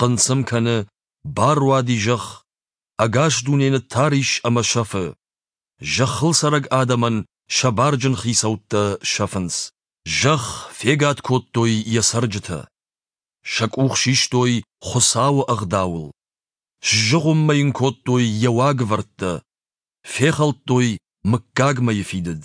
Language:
Ossetic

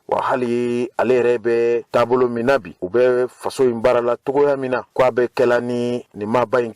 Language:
Bambara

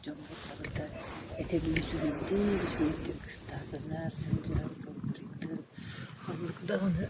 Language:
Yakut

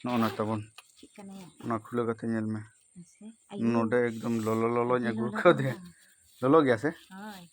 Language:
Santali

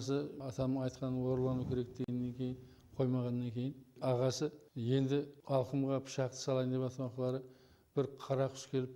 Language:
Kara-Kalpak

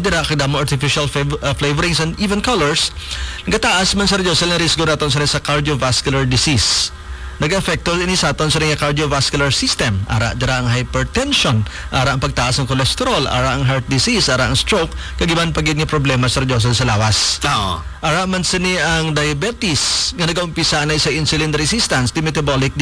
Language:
Hiligaynon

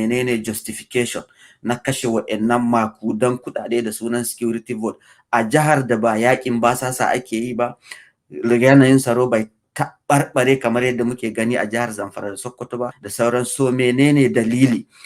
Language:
Hausa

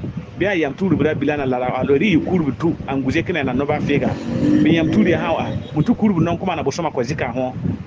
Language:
Bissa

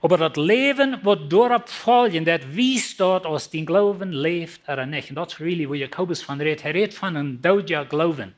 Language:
Plautdietsch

